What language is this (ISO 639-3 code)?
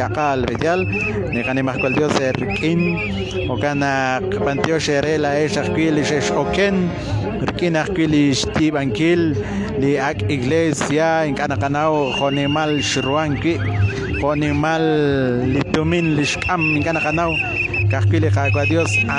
kek